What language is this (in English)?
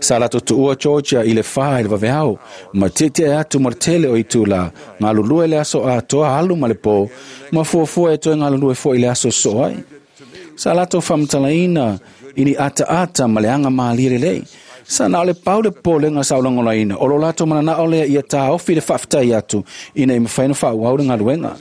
Samoan